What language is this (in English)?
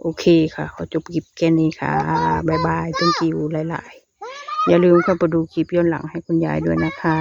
Northeastern Thai